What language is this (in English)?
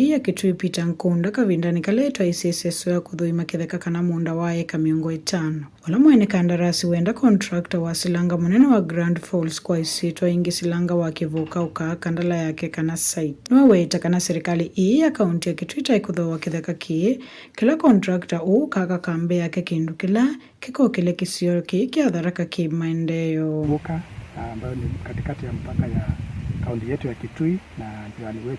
Kamba